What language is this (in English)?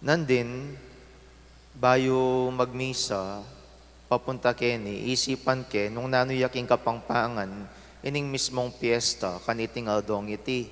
Pampanga